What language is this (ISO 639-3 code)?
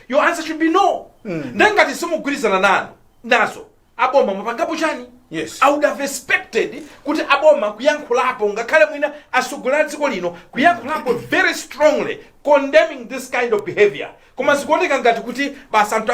nya